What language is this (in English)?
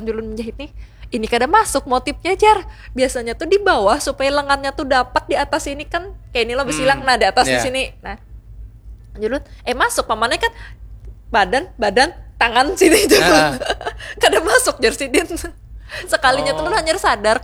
Banjar